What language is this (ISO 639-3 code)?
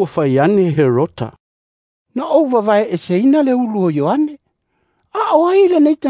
smo